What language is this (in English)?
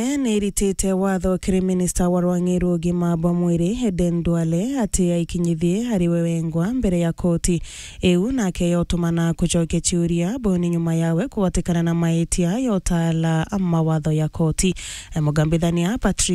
Meru